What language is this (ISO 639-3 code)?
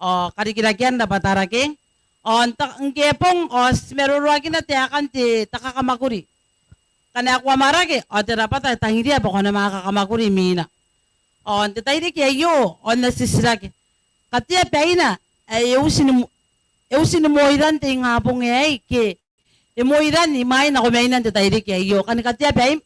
gil